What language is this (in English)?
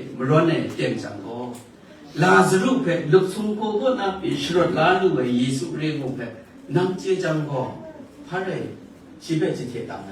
Kachin